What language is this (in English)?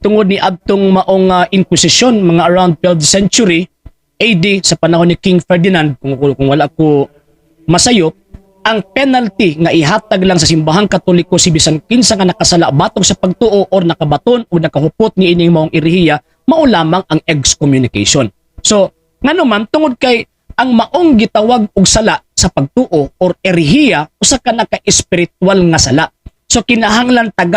Cebuano